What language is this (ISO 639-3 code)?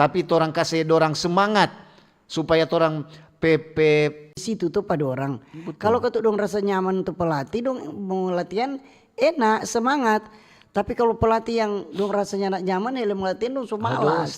xmm